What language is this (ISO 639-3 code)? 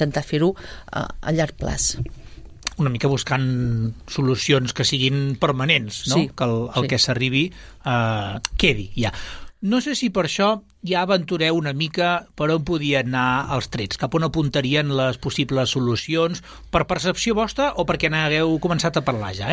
cat